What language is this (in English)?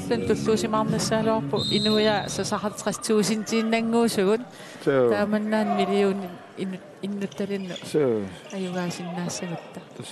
Kalaallisut